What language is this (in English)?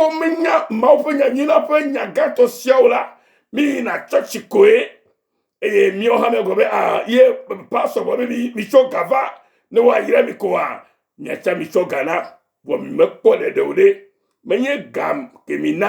Ewe